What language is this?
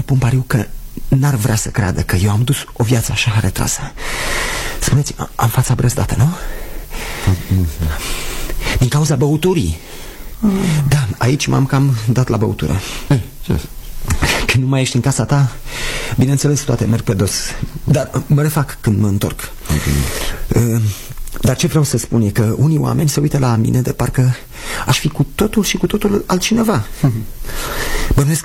Romanian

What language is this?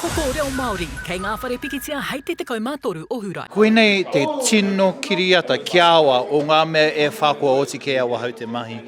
Māori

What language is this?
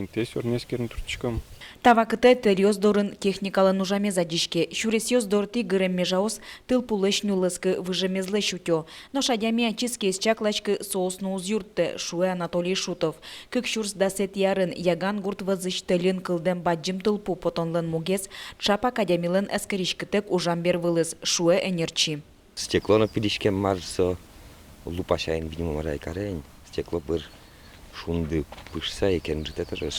Udmurt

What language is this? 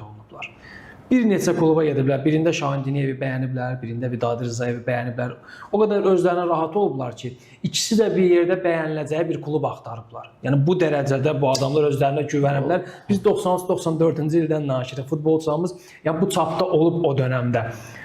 Azerbaijani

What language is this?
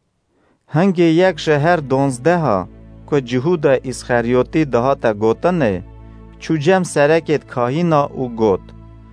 Kurdish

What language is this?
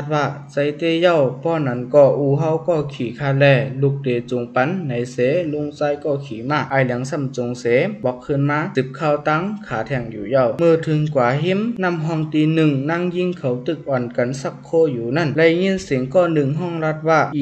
Shan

